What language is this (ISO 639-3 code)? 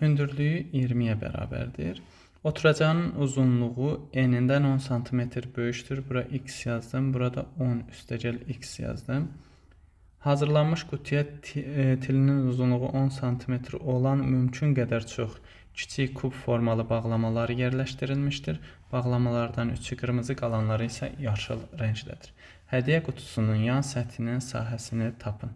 aze